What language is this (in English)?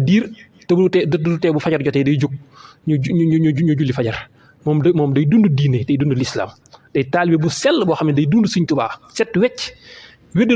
Wolof